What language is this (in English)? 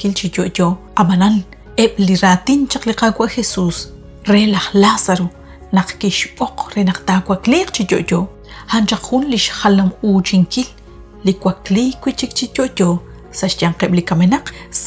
Kekchí